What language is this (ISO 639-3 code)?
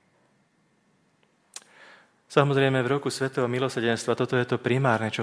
slk